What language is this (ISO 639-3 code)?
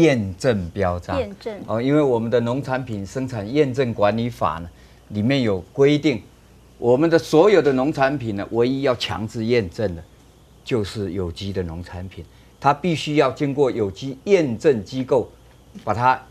zho